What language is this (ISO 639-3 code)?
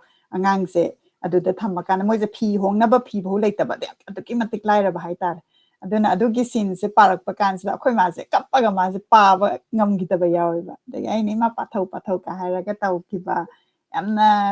mni